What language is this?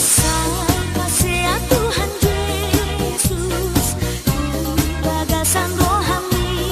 Batak Toba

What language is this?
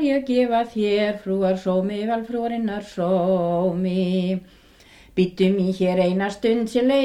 Icelandic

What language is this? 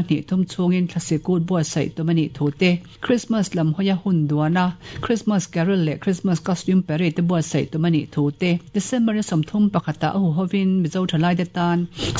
Mizo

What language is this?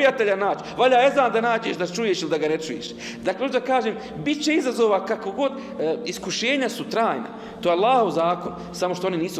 Bosnian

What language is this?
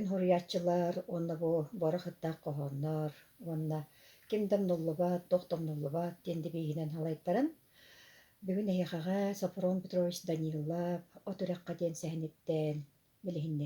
Yakut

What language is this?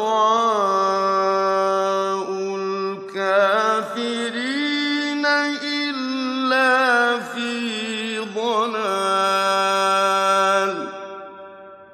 Arabic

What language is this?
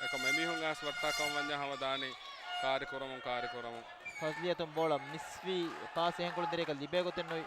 Divehi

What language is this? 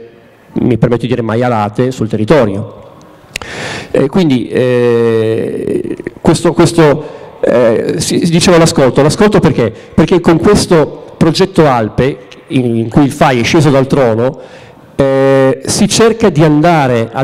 Italian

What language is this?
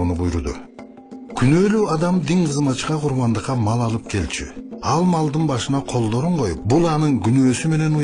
Kyrgyz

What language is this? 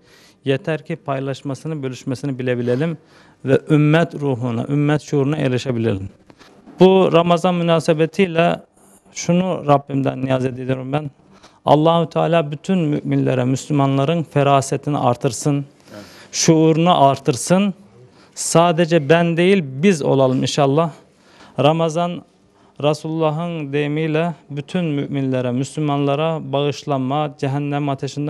Turkish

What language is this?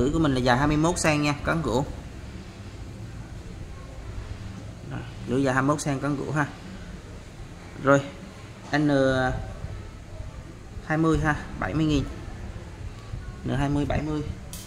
Vietnamese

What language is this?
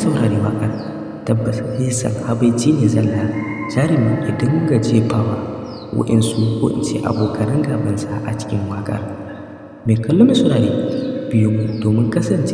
Hausa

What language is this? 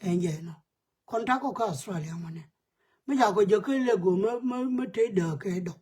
Nuer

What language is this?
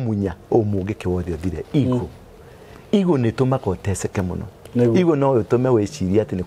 Kikuyu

